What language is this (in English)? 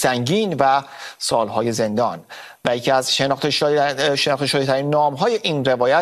Persian